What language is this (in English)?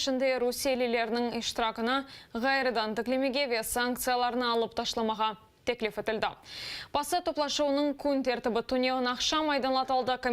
Crimean Tatar